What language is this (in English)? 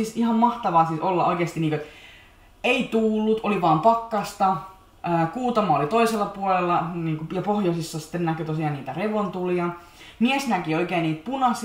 Finnish